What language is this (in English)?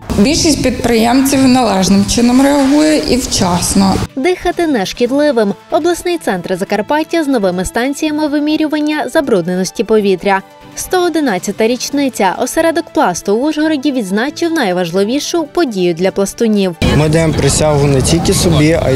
Ukrainian